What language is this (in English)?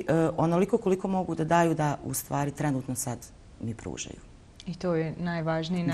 Bosnian